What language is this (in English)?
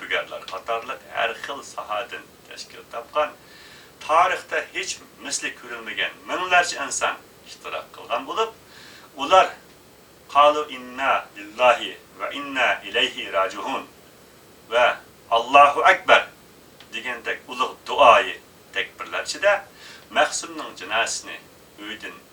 Uyghur